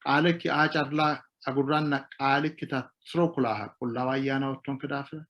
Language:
Sidamo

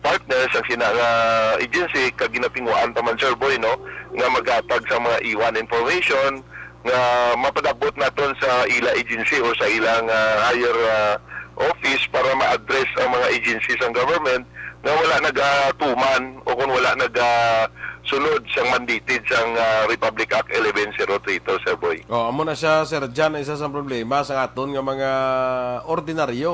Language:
Hiligaynon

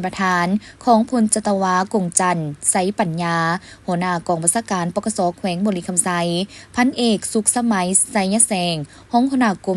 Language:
Lao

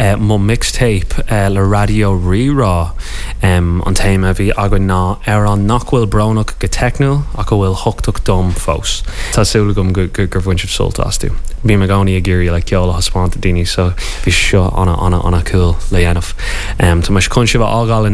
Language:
Irish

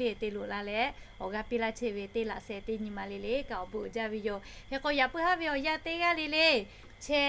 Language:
Lahu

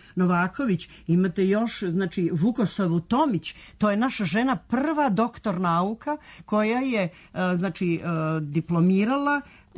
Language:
Serbian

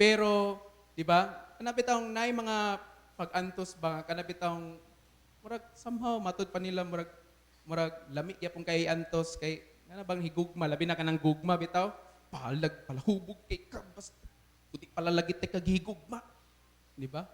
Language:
Cebuano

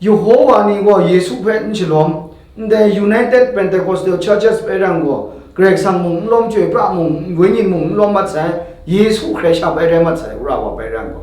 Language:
Kachin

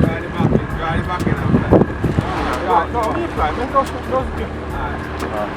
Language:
Jamaican Creole English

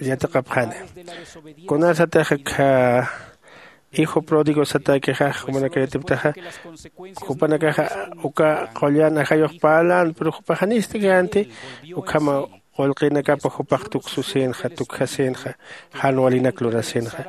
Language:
Aymara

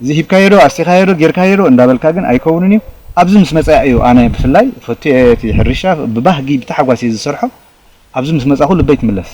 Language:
Tigrinya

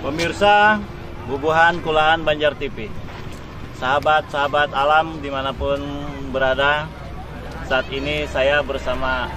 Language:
Banjar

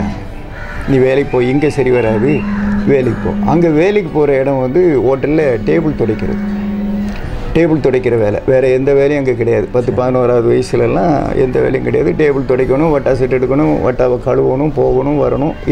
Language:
Tamil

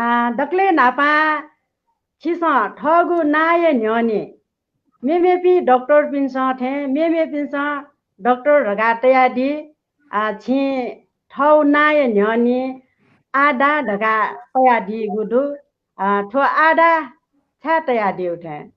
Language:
Newari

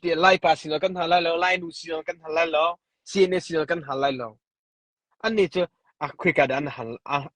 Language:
Hakha Chin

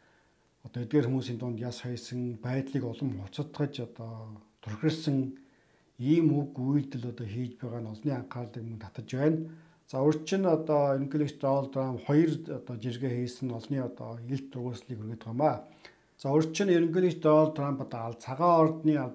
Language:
Mongolian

